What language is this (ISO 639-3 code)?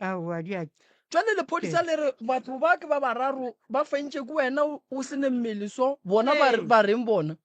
nso